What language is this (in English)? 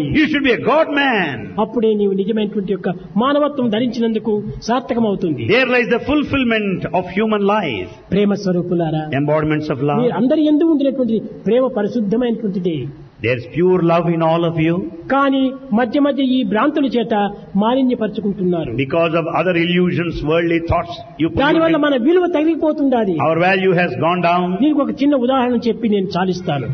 Telugu